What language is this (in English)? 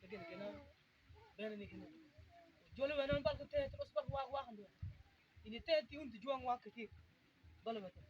Mabaan